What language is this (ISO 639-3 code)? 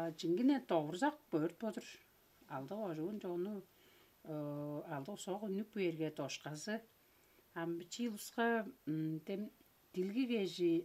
tyv